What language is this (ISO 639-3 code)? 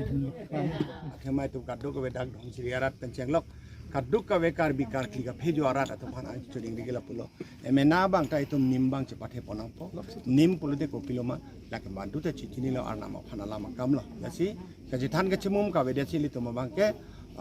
mjw